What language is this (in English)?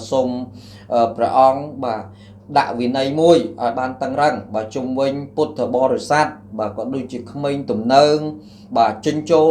Khmer